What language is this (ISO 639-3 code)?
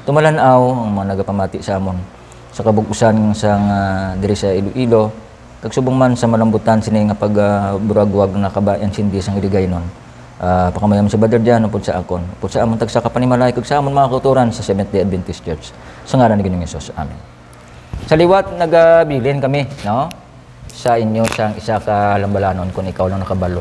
hil